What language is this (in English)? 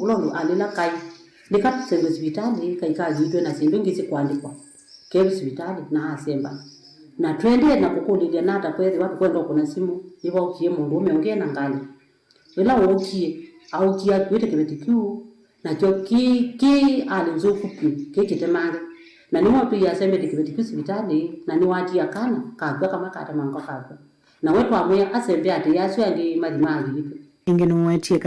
Kamba